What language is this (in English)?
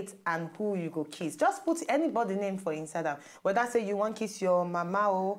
Nigerian Pidgin